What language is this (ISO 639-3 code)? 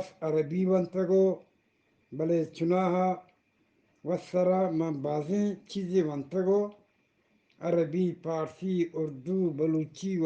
bgp